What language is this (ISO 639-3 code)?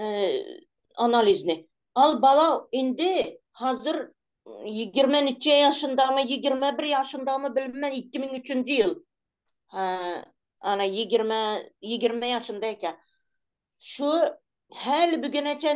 tuk